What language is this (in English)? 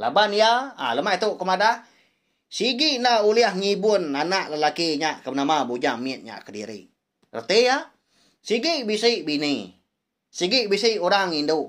Iban